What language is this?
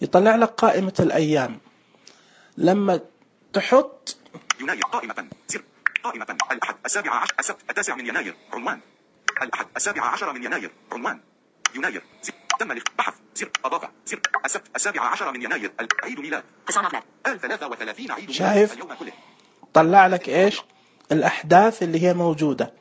Najdi Arabic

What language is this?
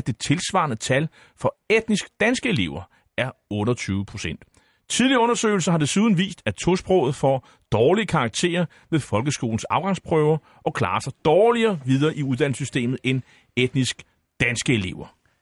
Danish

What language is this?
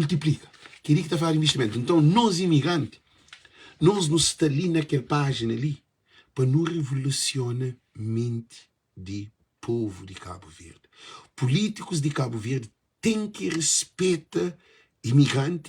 Kabuverdianu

